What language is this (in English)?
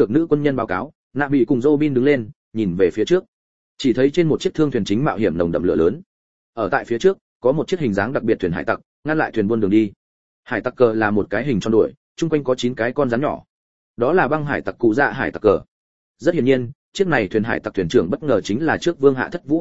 Vietnamese